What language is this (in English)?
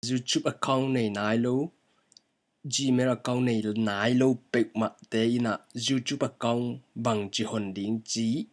Tedim Chin